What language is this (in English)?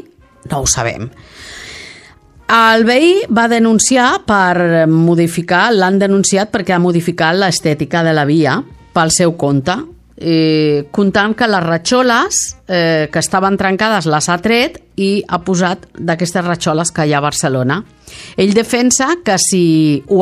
Catalan